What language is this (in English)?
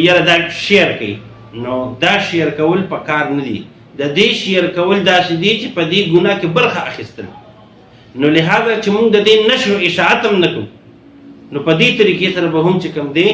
Pashto